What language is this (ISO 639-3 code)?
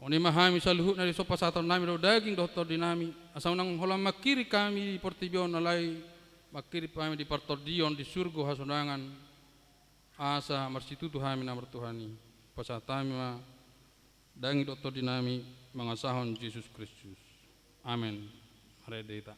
bbc